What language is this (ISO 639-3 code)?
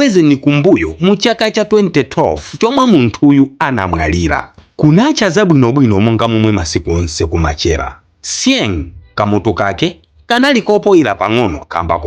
nya